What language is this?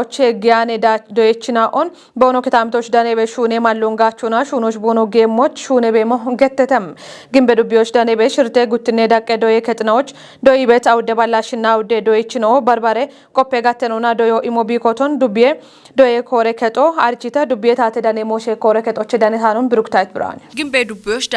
Kafa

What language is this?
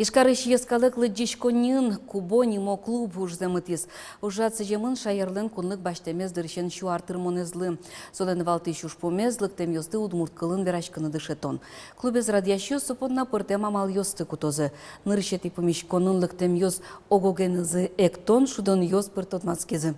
Udmurt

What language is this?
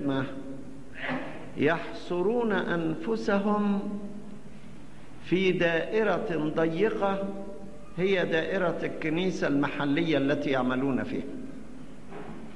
Egyptian Arabic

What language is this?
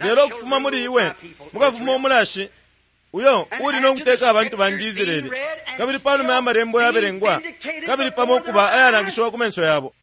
Bemba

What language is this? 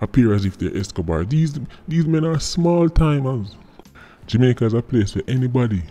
Jamaican Creole English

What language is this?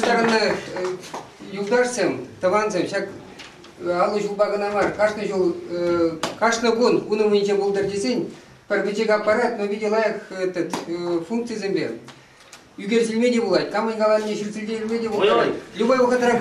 Chuvash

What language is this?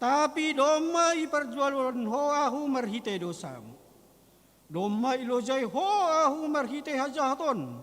Batak Simalungun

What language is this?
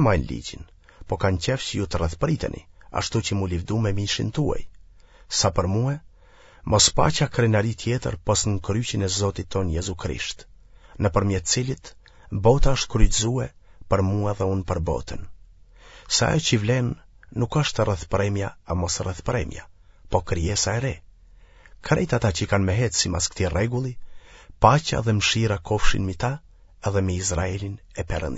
Albanian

